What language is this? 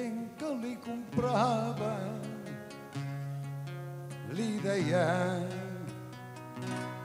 Catalan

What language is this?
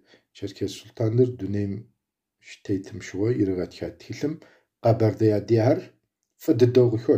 Kabardian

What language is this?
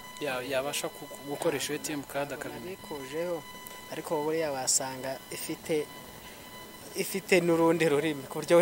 Kinyarwanda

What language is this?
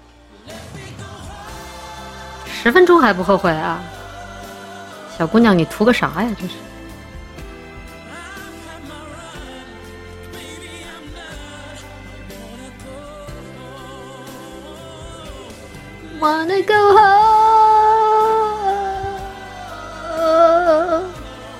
Chinese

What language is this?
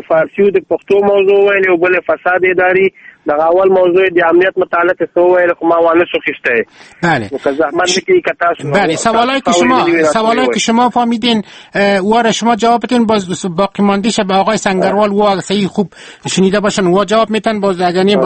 Persian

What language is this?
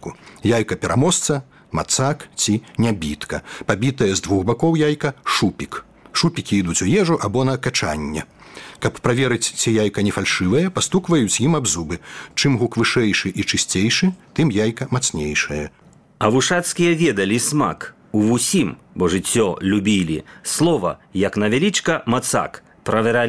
Belarusian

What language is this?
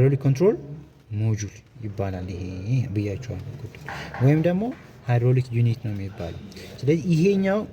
Amharic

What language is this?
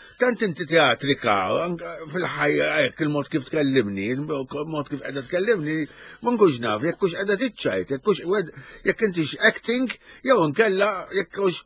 Maltese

